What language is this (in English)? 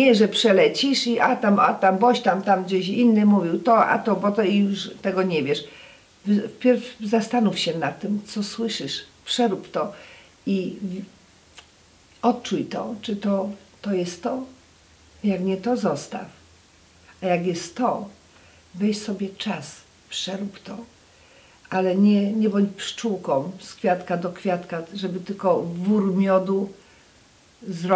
Polish